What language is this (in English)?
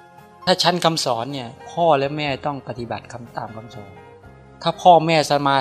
Thai